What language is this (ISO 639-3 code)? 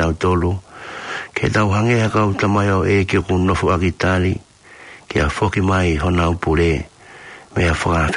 ton